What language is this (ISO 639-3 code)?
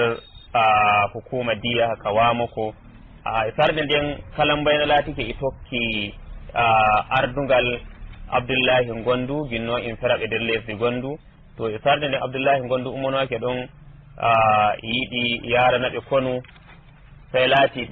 fuv